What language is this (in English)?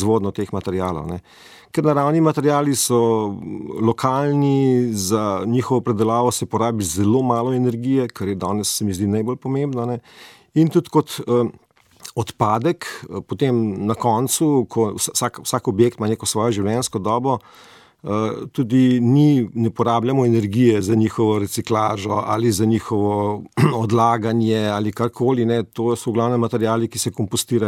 Slovenian